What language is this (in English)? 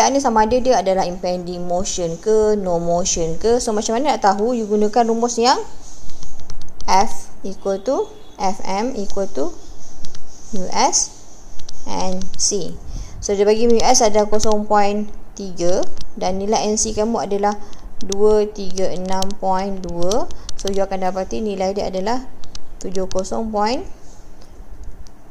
Malay